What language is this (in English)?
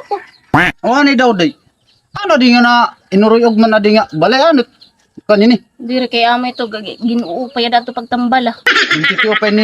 Waray